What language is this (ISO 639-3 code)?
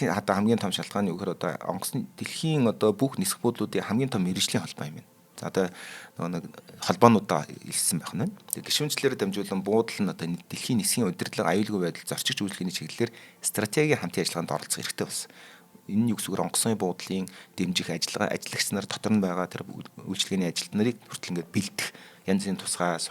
mon